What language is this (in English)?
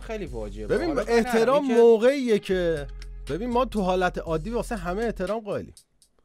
Persian